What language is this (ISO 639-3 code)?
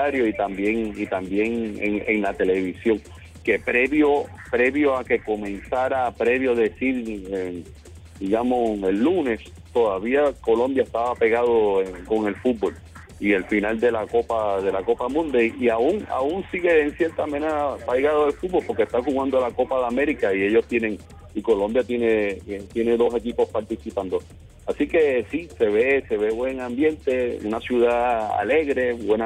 spa